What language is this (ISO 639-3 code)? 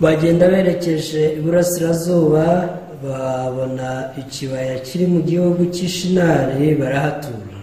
kin